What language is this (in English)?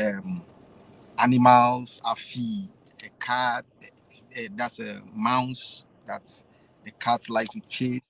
Ewe